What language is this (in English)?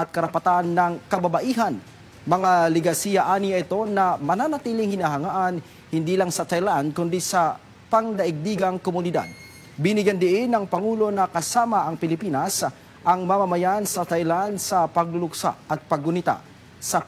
Filipino